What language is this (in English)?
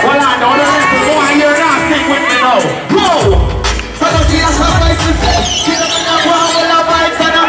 Jamaican Creole English